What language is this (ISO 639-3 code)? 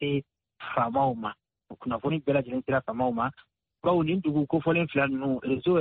bam